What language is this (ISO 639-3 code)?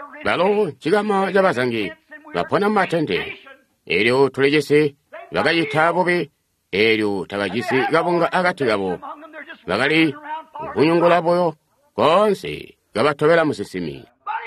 toi